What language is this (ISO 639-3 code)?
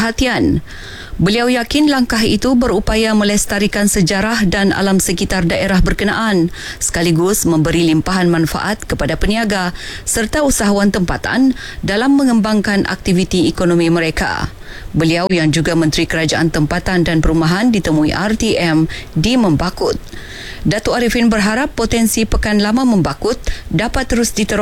msa